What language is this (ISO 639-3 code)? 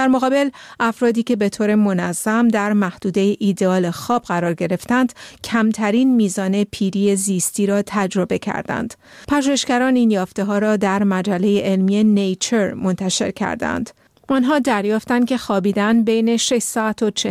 fas